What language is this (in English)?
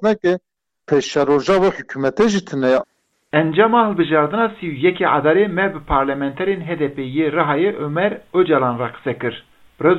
Kurdish